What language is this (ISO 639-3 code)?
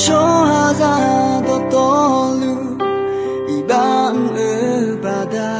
ahk